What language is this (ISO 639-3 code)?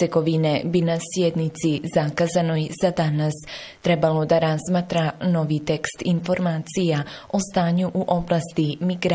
bos